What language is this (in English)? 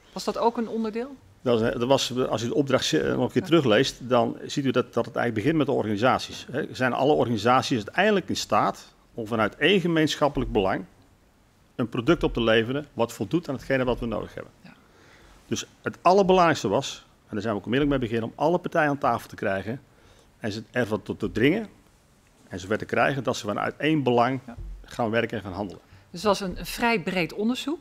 Dutch